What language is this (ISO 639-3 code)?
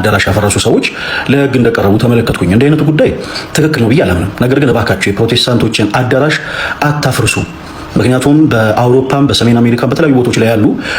amh